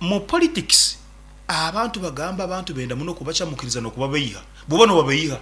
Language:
Nyoro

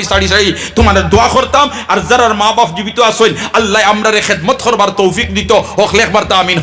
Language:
Sylheti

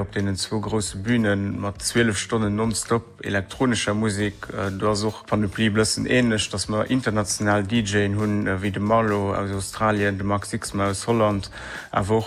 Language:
Luxembourgish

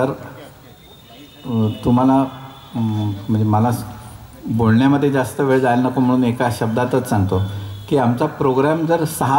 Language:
Marathi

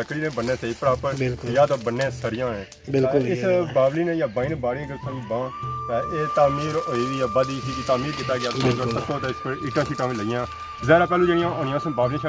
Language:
Pahari-Potwari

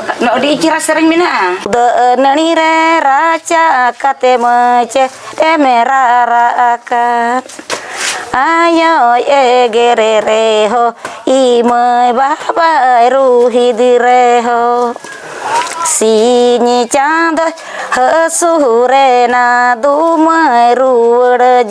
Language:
Santali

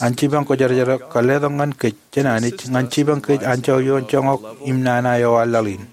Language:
Marshallese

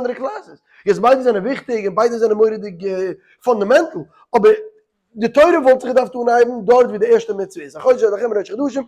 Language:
Yiddish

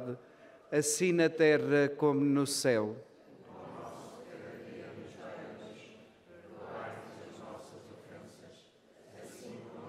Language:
Portuguese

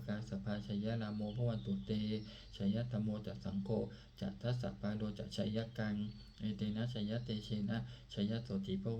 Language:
Pali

